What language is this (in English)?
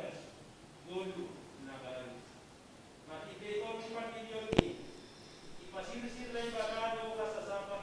Batak Simalungun